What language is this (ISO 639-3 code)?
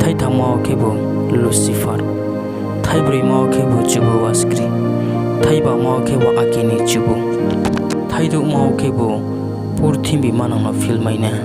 ria